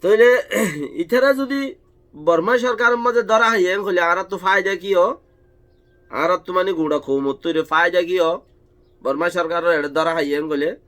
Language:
Rohingya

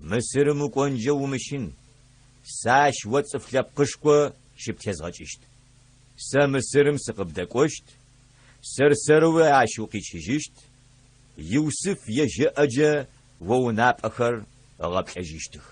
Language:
Adyghe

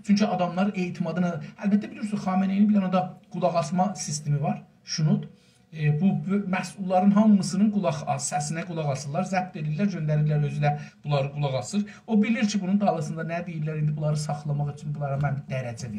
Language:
South Azerbaijani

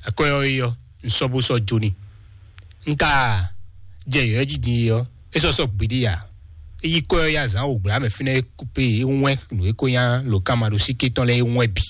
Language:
Fon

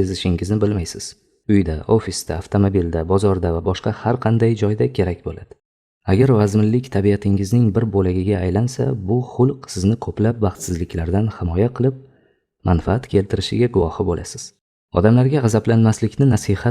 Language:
Uzbek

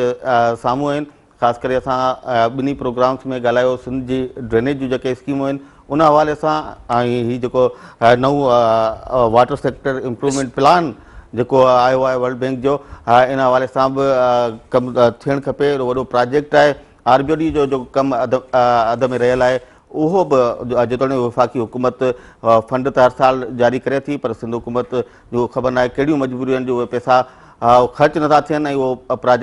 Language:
Sindhi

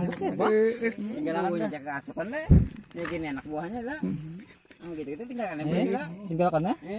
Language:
Banjar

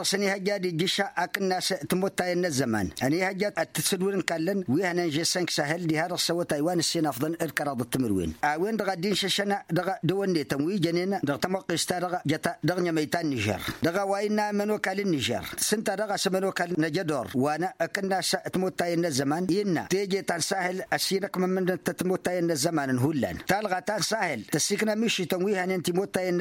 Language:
Tamasheq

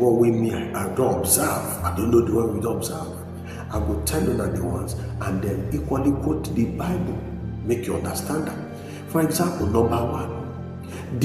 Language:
Nigerian Pidgin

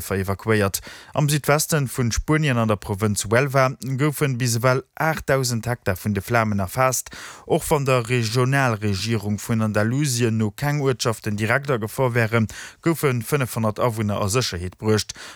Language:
Luxembourgish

